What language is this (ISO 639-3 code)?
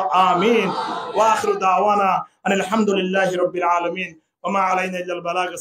rhg